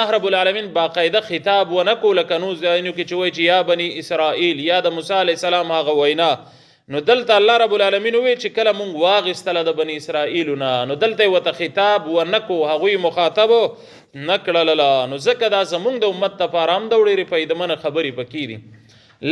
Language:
Pashto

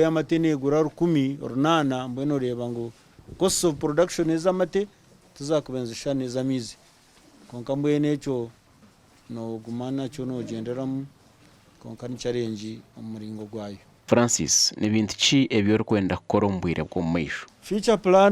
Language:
Nyankole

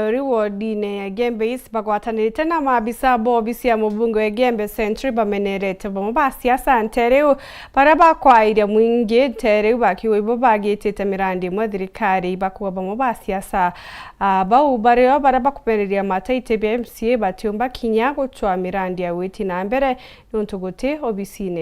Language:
Meru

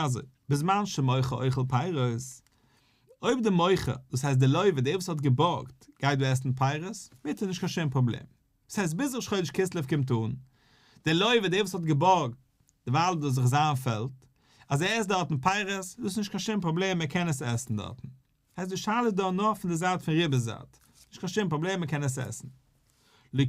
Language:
Yiddish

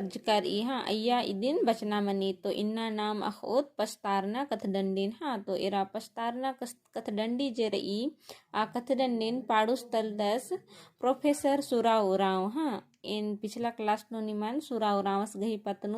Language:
Kurukh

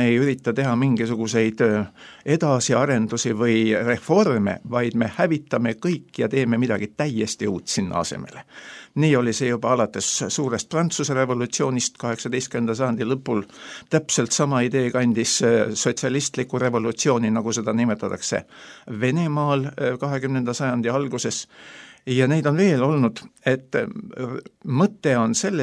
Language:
Estonian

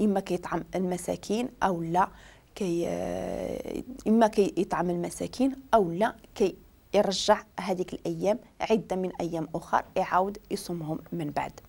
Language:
Moroccan Arabic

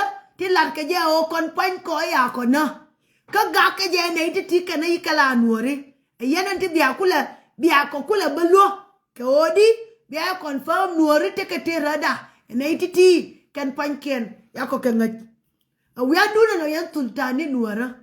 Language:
Nuer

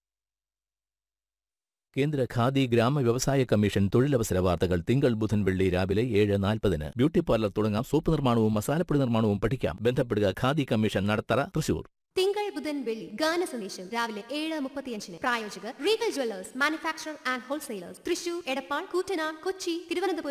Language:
Malayalam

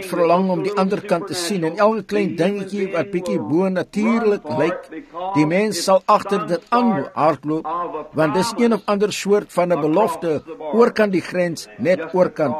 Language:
Afrikaans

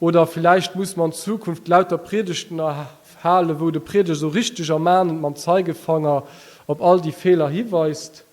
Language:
Luxembourgish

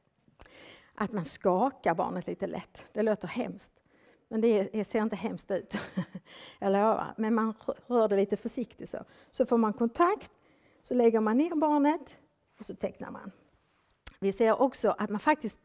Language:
Swedish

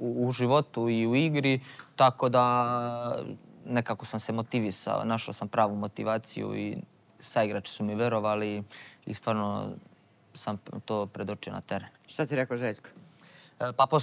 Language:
Serbian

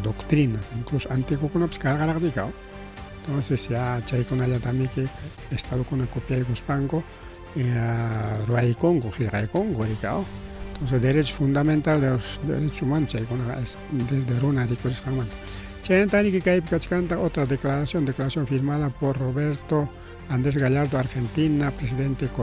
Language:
Ayacucho Quechua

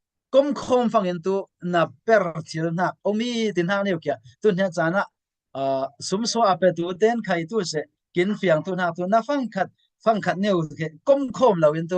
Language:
Falam Chin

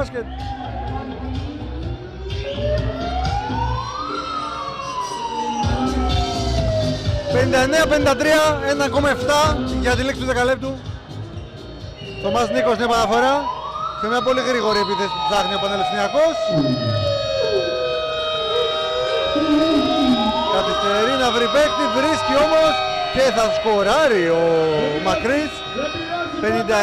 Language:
Greek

